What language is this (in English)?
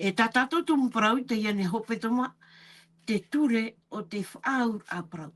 Tahitian